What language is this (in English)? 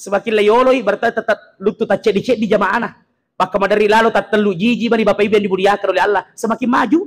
Buginese